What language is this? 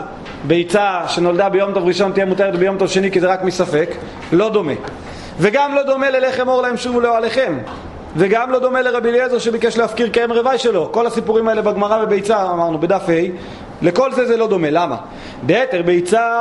Hebrew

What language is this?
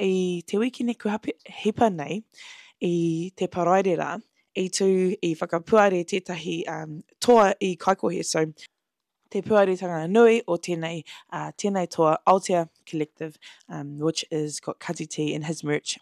Māori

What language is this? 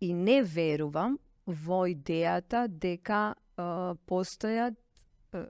Macedonian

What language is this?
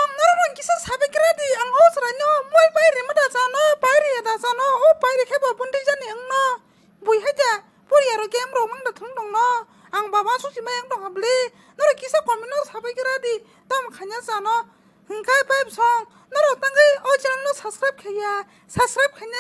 Kok Borok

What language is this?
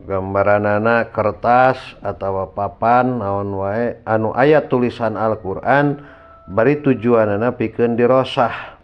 Sundanese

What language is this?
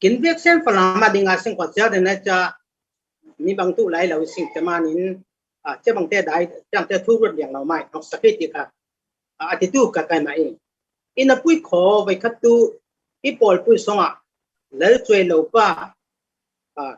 Falam Chin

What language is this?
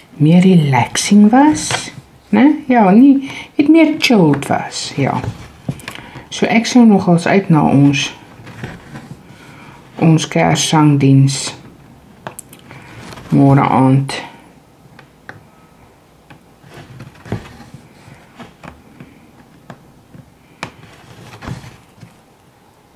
Afrikaans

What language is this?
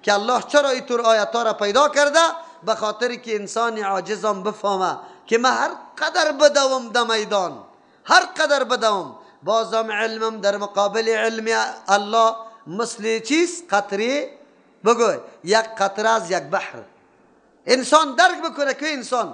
Persian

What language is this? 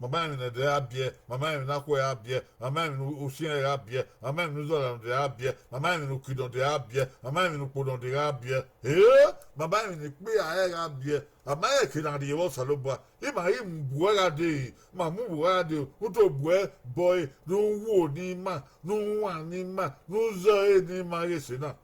Bini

